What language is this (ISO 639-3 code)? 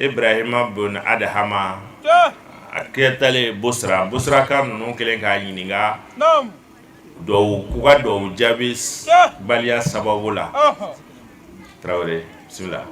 bam